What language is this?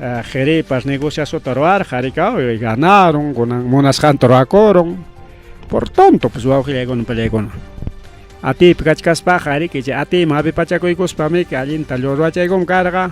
Ayacucho Quechua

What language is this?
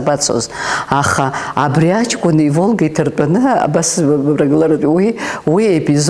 Abkhazian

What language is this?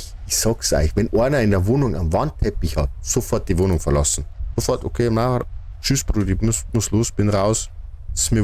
Bavarian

